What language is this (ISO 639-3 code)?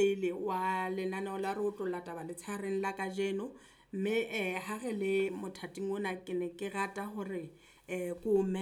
sot